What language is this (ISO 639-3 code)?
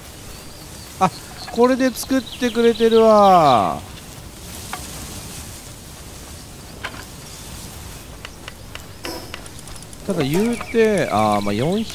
jpn